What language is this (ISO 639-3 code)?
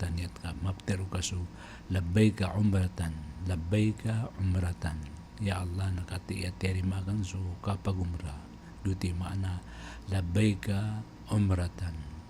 mrw